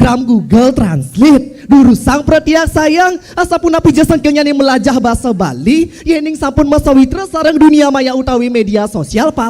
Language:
Balinese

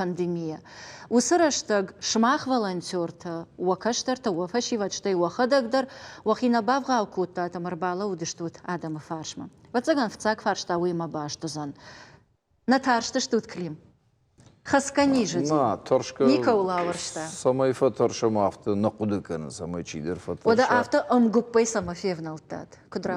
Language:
Ossetic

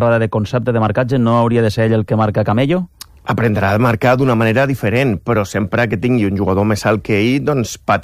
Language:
Catalan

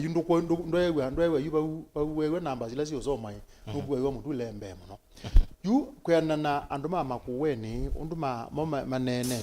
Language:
Kamba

